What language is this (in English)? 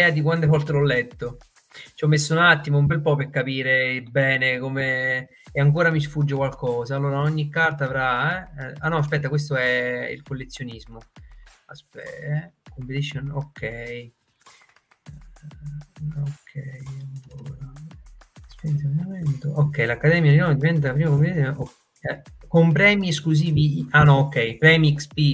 Italian